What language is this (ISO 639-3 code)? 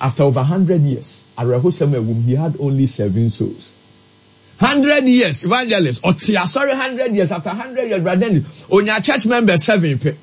aka